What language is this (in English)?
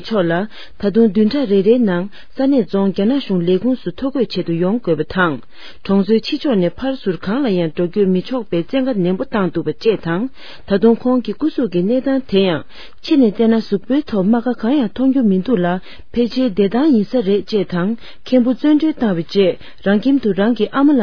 Tibetan